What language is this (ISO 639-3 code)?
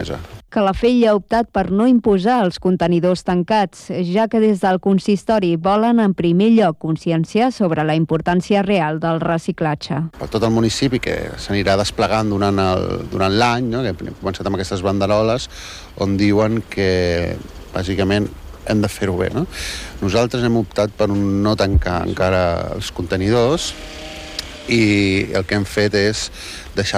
cat